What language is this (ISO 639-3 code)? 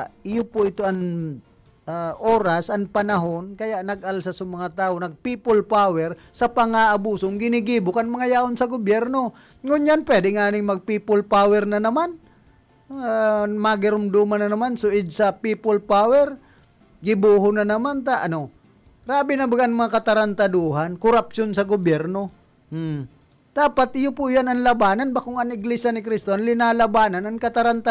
bik